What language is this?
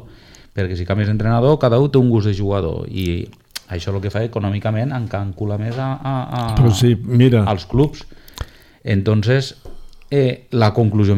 Catalan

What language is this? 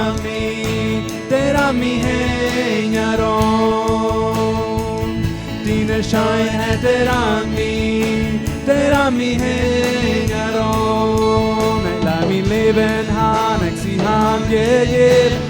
Plautdietsch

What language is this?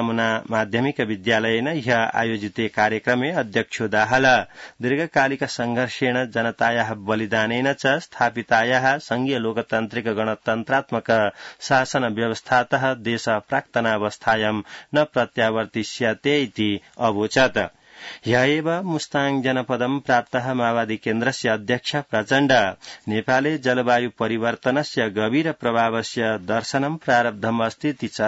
Sanskrit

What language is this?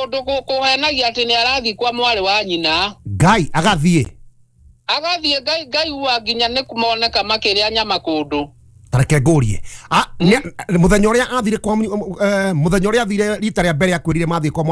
Kikuyu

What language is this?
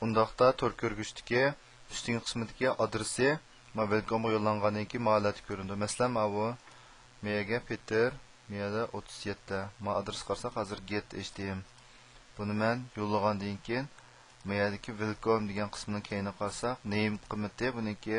Uyghur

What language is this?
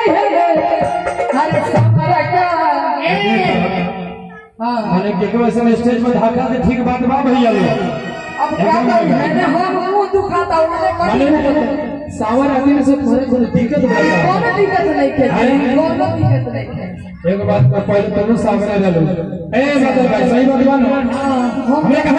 Bhojpuri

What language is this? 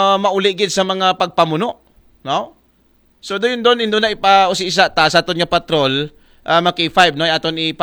Aklanon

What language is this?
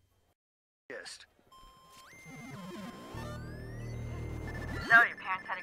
English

